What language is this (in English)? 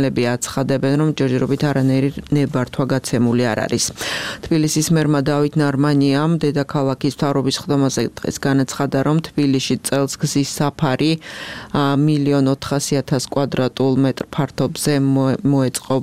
Georgian